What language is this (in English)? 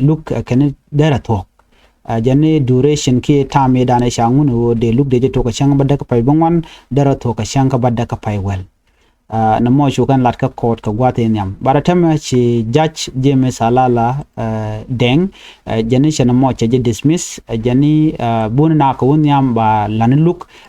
Nuer